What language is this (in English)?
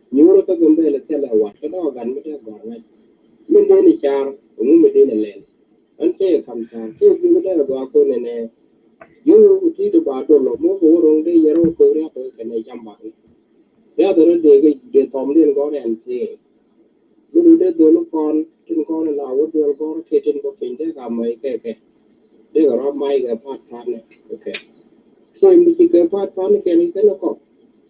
Nuer